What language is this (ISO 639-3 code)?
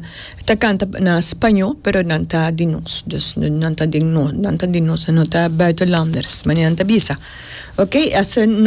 pap